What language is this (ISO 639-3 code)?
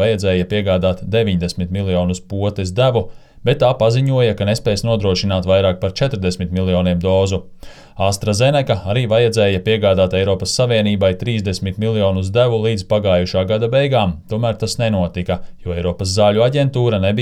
lav